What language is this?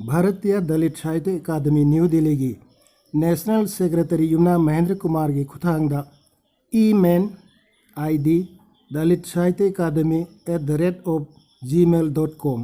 Manipuri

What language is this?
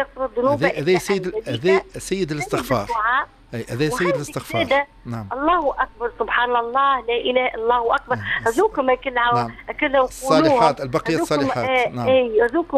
Tunisian Arabic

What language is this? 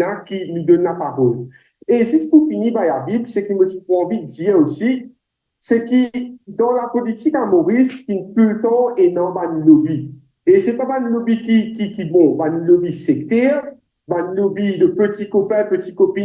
Morisyen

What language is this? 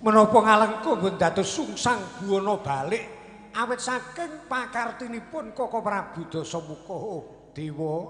Javanese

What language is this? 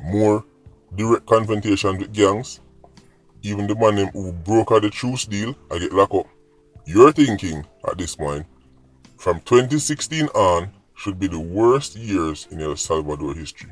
Jamaican Creole English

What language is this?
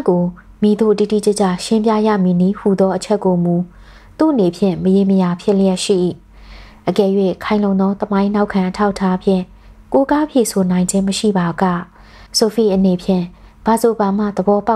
Burmese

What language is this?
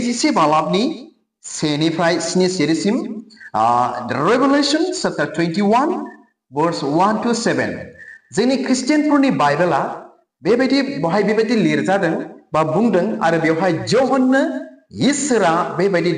Bodo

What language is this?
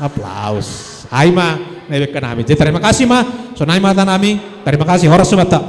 Batak Simalungun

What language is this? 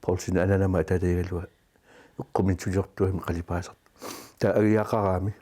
Kalaallisut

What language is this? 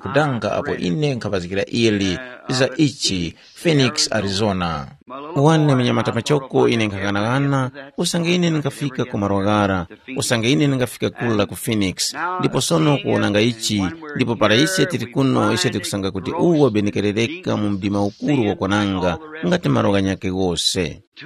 Tumbuka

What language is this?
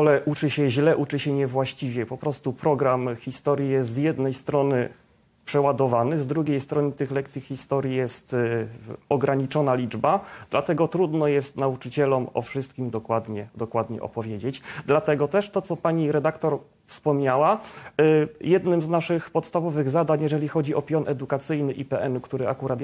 Polish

